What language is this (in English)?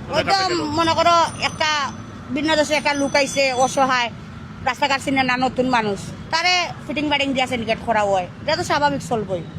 Sylheti